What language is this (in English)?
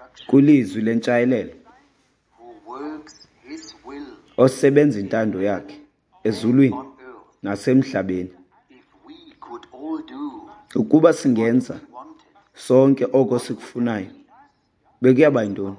Xhosa